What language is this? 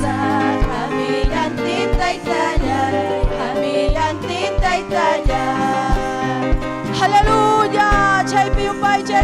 Ayacucho Quechua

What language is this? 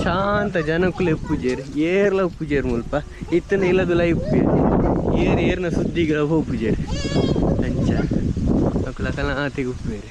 Tulu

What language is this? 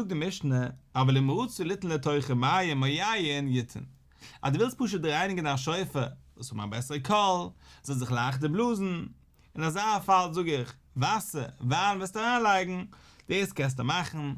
Yiddish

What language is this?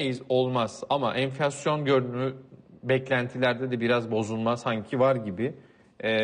Turkish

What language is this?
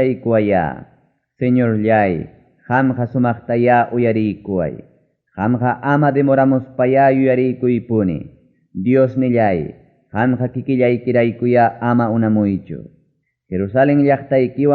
Ayacucho Quechua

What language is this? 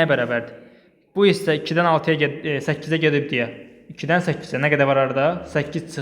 Azerbaijani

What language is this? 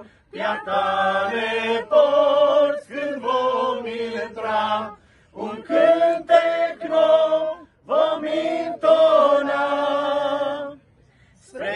Romanian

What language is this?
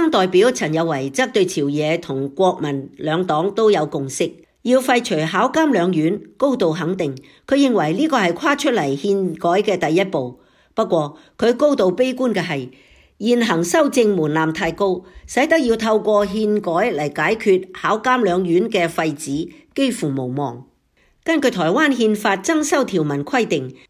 Cantonese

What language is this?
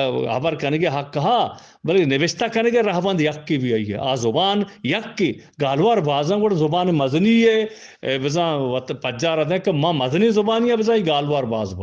Eastern Balochi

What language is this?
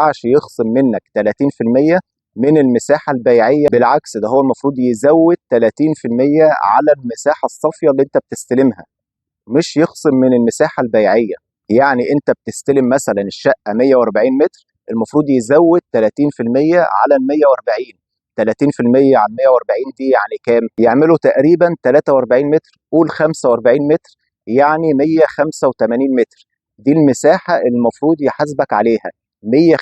Egyptian Arabic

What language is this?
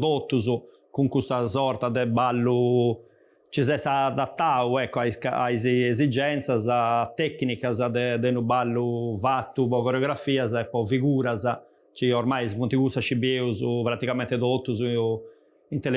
Sardinian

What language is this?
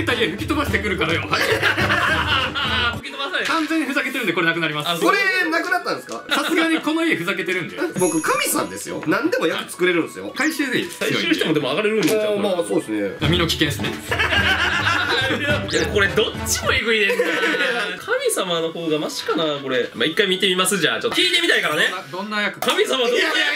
Japanese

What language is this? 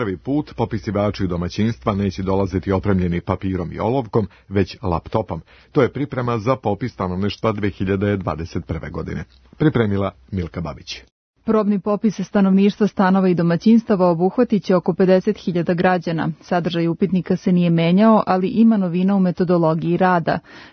Serbian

